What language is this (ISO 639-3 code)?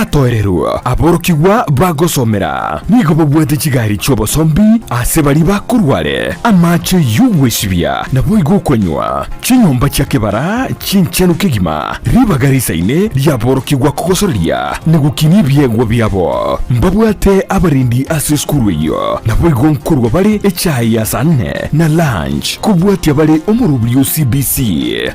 guz